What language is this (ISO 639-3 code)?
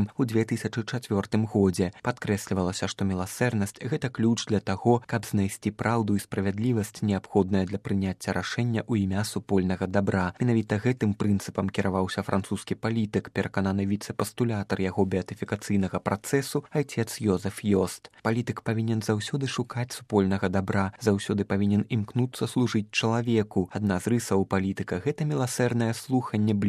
bel